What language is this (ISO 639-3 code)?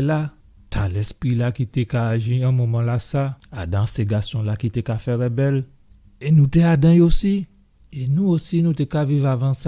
gcf